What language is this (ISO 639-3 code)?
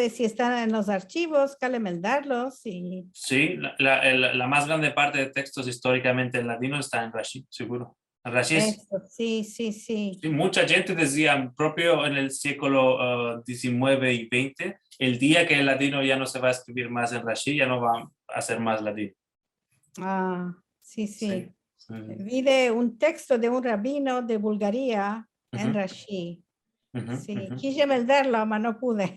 lad